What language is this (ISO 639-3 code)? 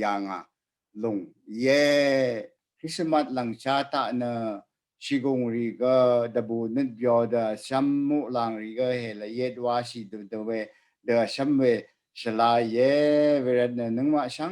raw